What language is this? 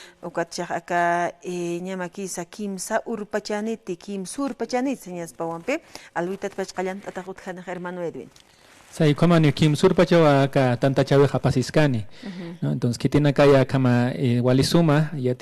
Aymara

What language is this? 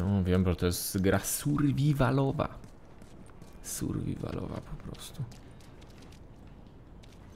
Polish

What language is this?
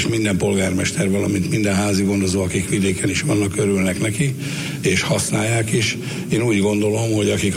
Hungarian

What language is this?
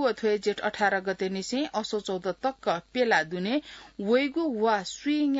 Newari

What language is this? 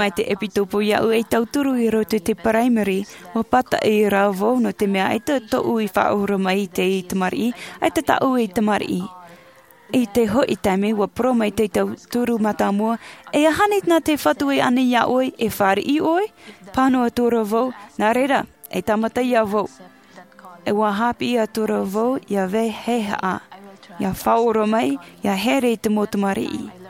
Tahitian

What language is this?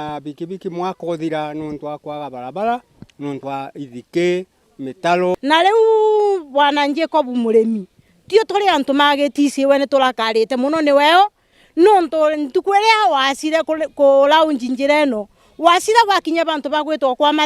Meru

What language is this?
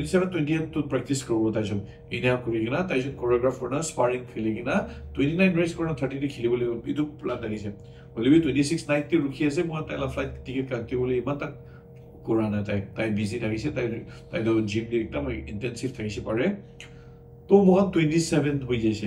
Naga Pidgin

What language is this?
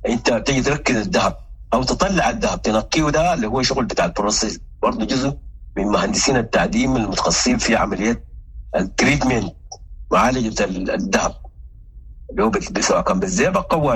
Sudanese Arabic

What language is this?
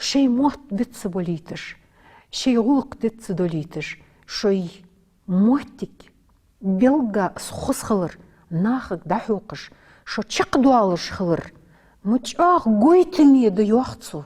Ingush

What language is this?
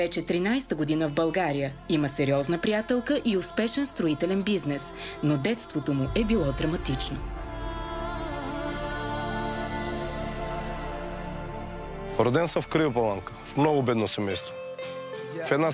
Bulgarian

